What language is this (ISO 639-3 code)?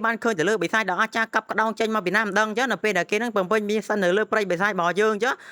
khm